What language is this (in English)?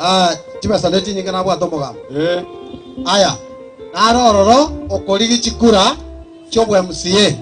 Gusii